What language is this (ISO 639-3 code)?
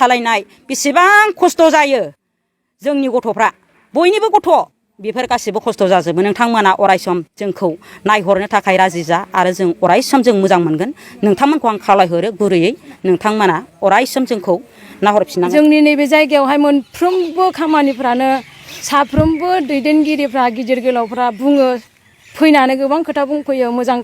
brx